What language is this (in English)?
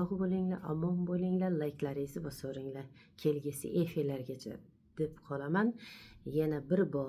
Uzbek